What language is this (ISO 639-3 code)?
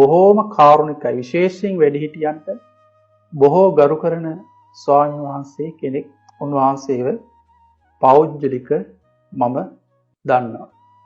sin